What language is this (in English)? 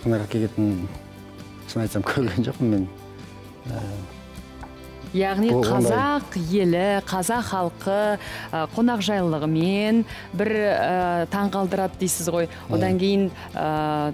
Kazakh